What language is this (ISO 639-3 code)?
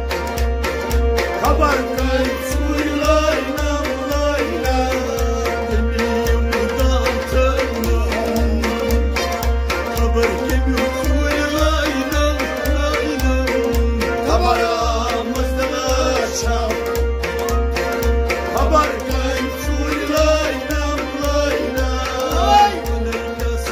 kas